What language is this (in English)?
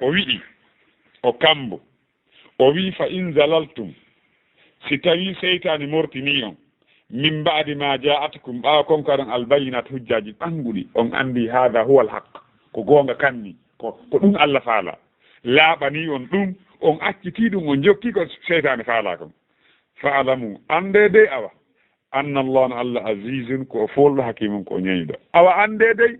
Fula